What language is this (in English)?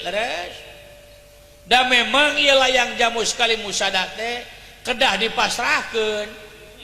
Sundanese